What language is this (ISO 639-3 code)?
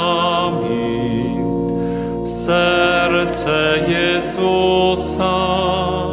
pol